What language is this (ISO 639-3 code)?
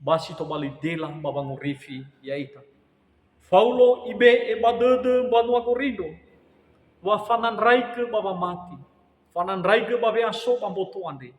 nia